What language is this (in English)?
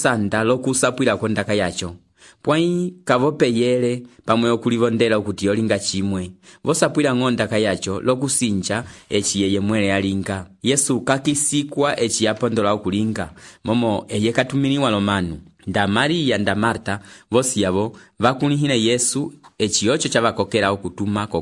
Umbundu